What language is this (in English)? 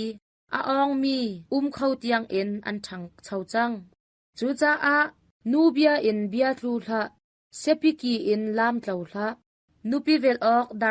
Hakha Chin